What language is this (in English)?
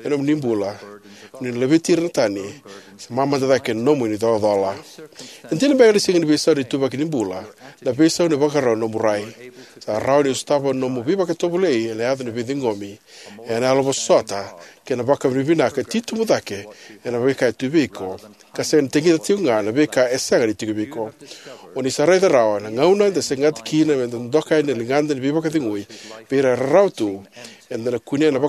Fijian